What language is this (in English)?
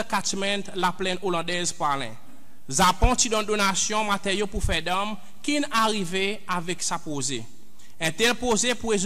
Seselwa Creole French